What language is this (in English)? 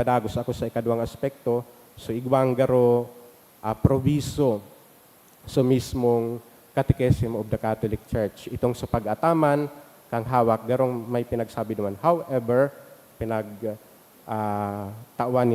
Bikol